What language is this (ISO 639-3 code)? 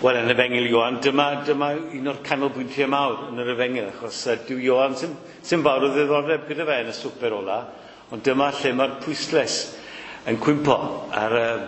cym